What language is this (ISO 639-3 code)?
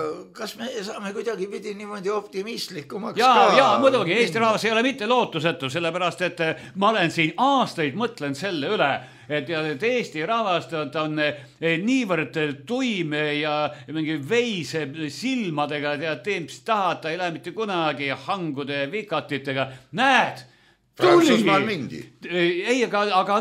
est